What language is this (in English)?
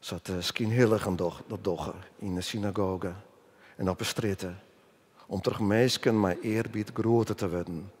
Western Frisian